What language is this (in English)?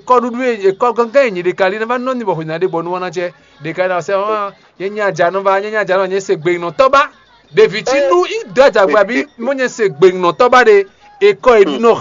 Fon